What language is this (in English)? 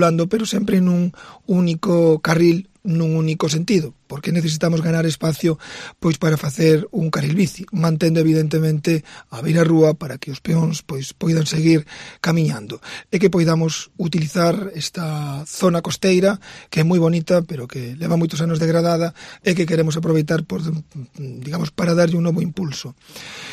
Galician